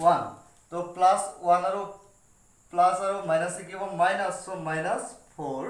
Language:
Assamese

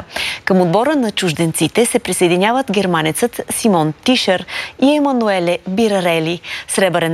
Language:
Bulgarian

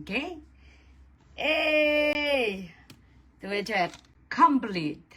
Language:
Pohnpeian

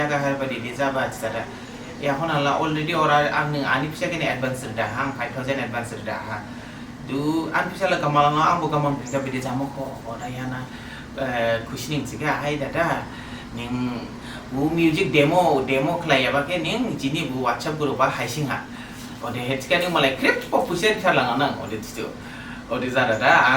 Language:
Dimasa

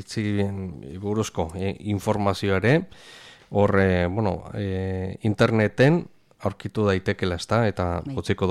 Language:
Basque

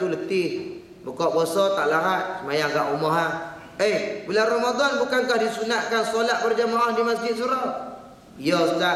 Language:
Malay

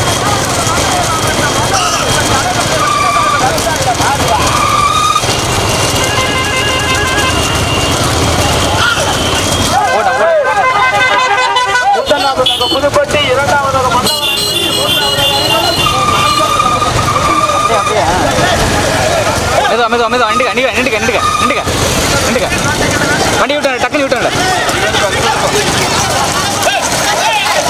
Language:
Tamil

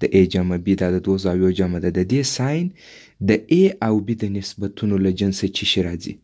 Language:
Pashto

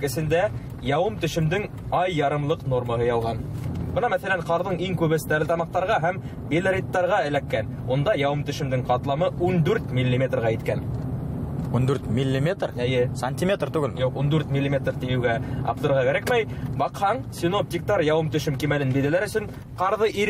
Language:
Bashkir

